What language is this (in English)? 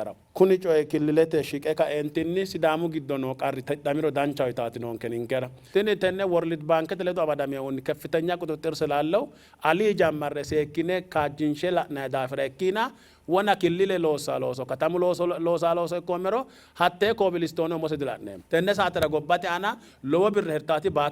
Sidamo